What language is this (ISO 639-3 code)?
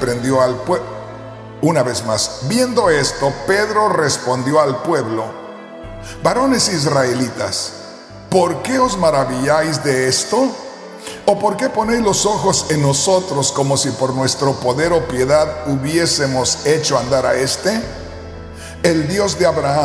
spa